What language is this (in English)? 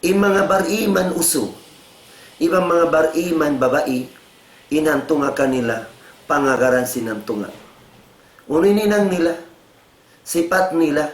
Tausug